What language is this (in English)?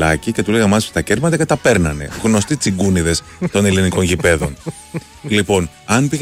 Greek